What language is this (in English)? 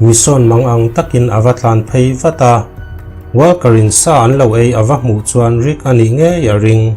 Mizo